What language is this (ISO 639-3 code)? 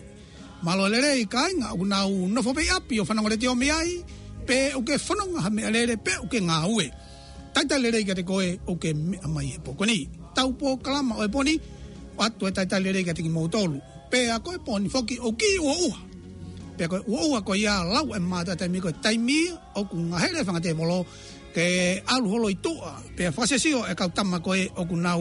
ton